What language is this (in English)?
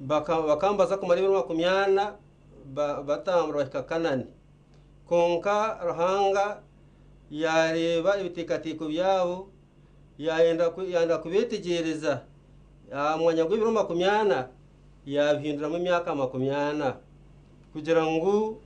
Nyankole